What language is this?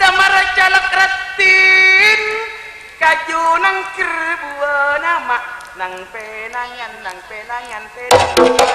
Madurese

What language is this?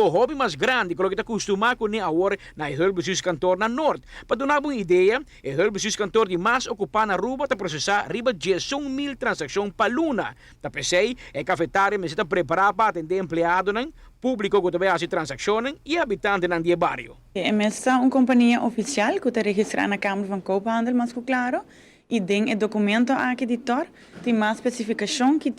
Papiamento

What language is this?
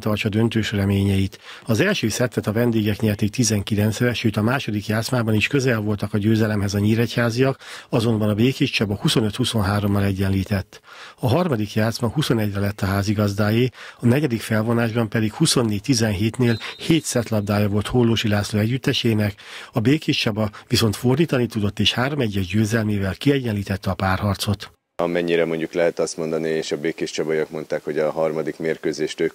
Hungarian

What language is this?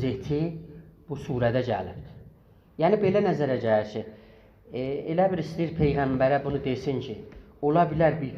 South Azerbaijani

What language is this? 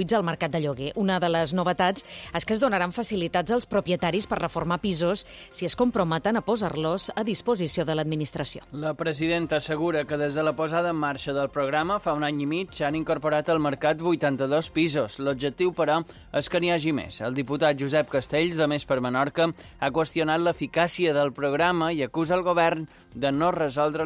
Catalan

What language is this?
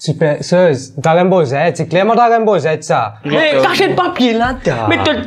Morisyen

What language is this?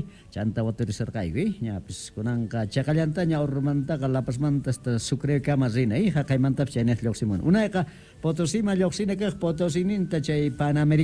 South Bolivian Quechua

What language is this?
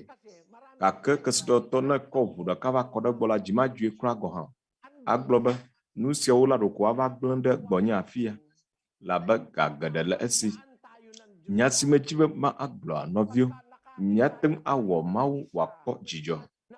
Ewe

